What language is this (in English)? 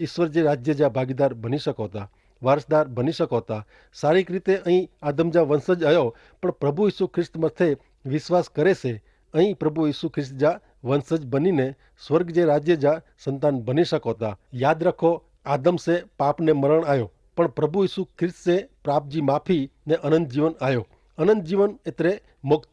Kachhi